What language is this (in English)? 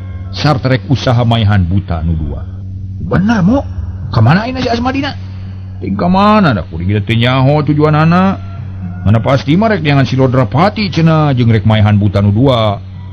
Sundanese